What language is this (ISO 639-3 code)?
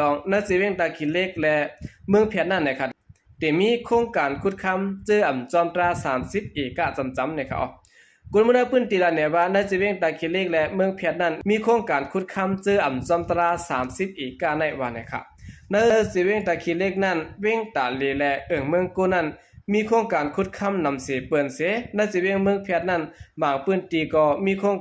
shn